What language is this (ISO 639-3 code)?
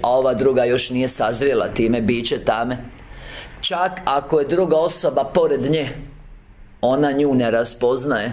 hrv